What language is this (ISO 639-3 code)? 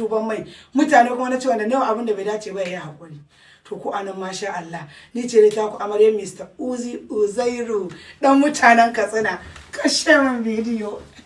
hau